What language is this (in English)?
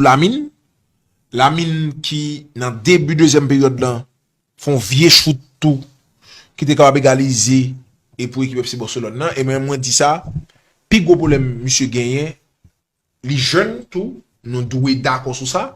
Haitian Creole